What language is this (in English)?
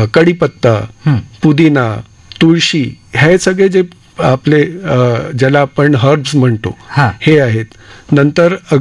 Marathi